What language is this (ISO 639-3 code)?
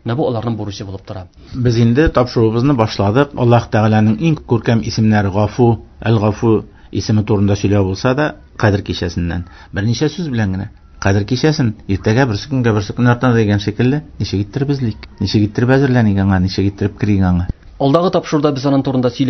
tat